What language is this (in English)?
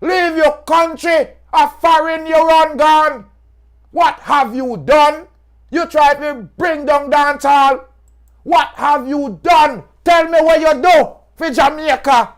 Jamaican Creole English